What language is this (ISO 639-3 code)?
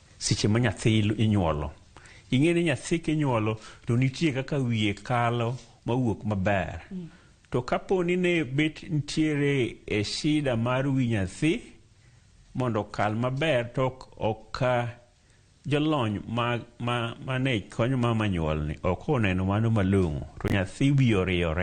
luo